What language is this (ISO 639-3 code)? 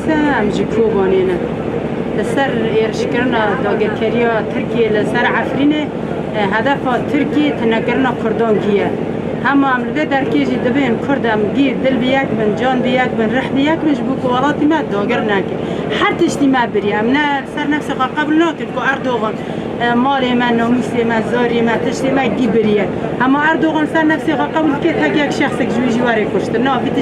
kur